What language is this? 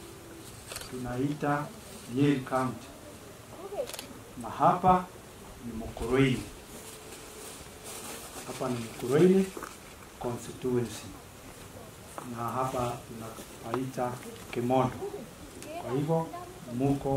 Swahili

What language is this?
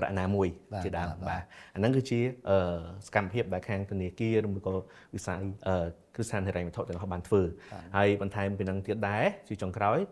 Khmer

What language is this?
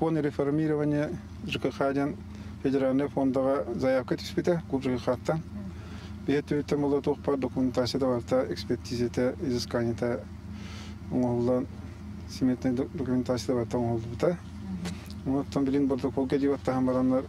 Yakut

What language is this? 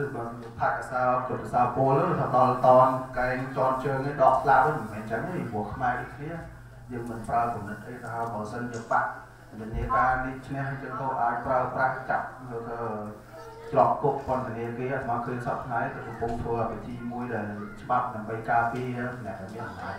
Khmer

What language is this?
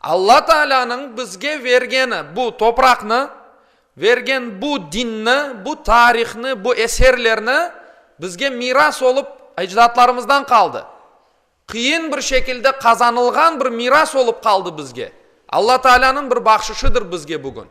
Crimean Tatar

